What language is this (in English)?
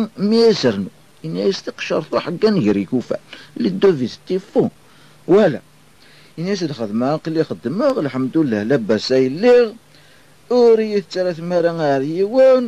Kabyle